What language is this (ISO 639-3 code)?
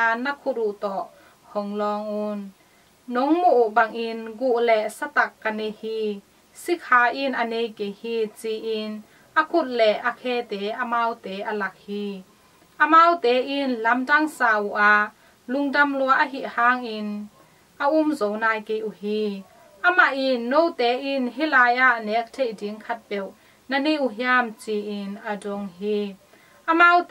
ctd